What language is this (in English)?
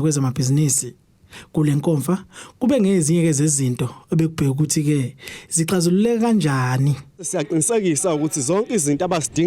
Zulu